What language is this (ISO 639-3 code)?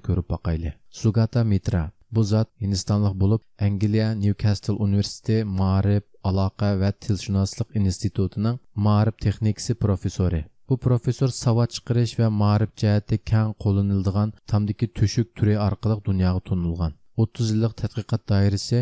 uig